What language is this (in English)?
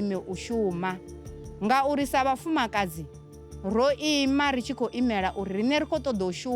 Venda